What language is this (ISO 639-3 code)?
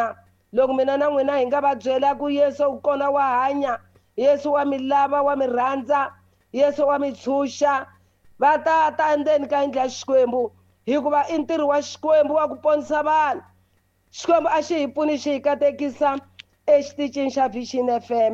tso